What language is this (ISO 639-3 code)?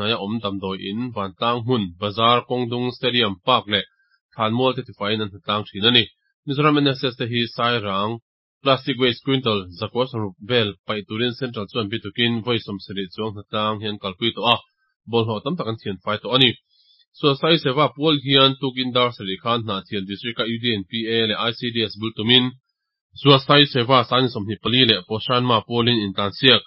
lus